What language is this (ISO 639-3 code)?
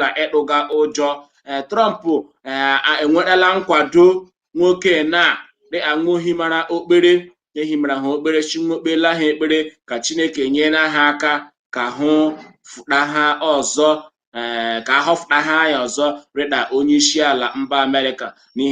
ibo